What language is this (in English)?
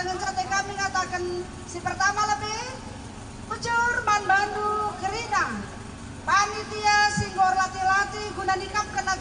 Batak Karo